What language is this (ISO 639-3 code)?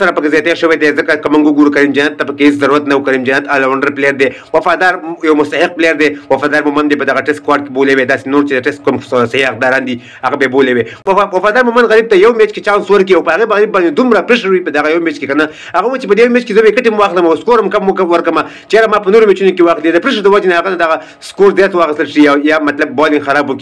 pus